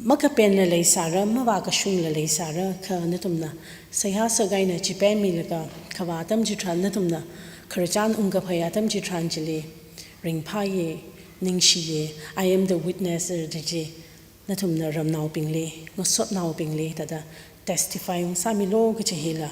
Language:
Tangkhul Naga (India)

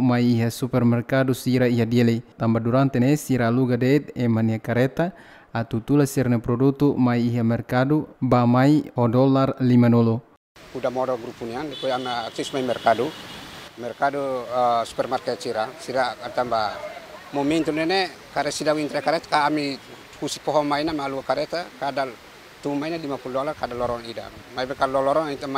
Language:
Tetum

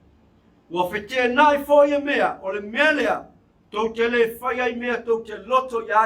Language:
Samoan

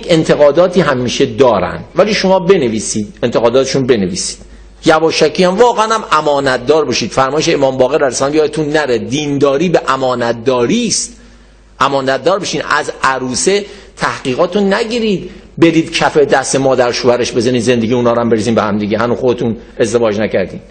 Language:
Persian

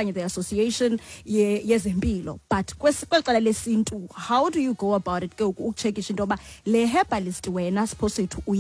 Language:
Xhosa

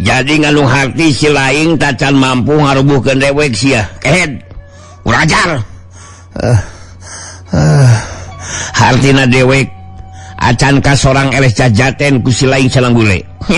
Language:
Sundanese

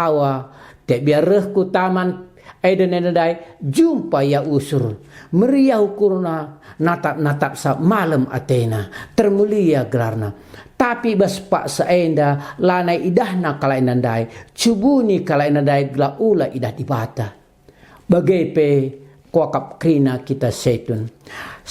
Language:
Batak Karo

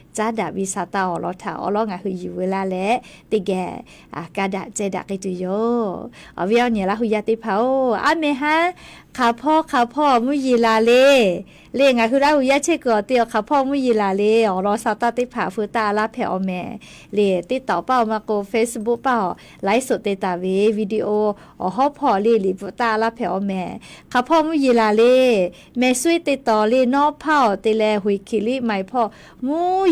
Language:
Lahu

